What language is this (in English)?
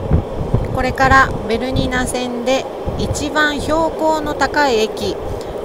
Japanese